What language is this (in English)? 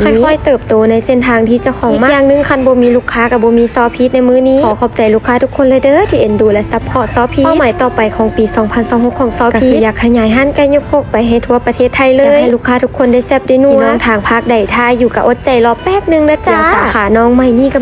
Lao